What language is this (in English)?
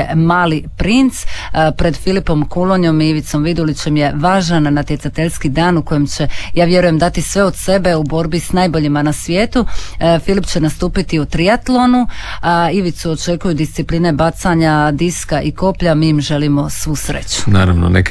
Croatian